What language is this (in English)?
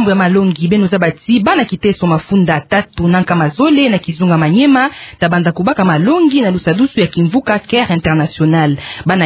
Kituba (Democratic Republic of Congo)